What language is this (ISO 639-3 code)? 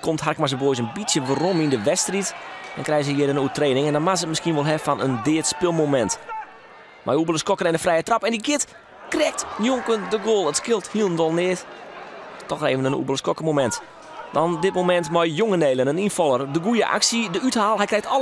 fry